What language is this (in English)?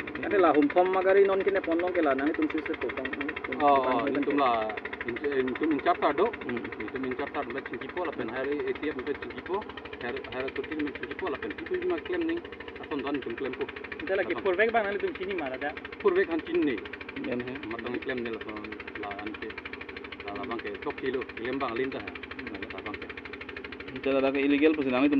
Karbi